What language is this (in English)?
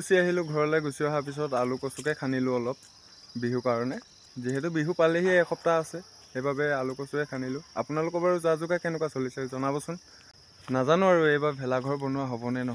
Assamese